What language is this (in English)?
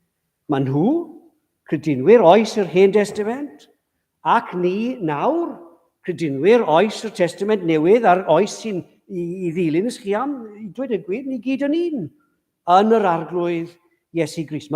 Welsh